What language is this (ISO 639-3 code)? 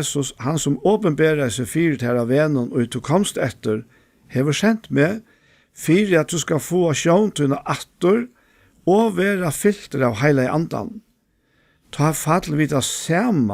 fao